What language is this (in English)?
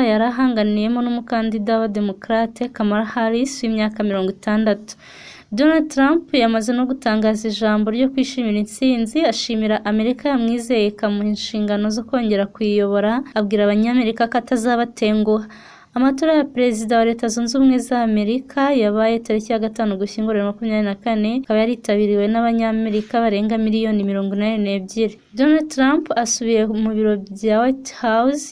Kinyarwanda